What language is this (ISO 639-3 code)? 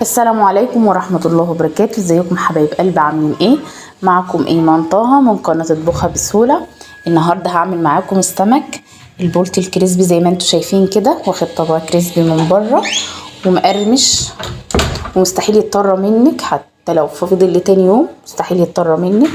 arz